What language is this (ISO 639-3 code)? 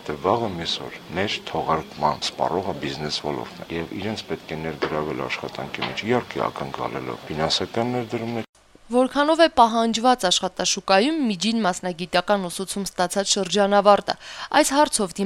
hye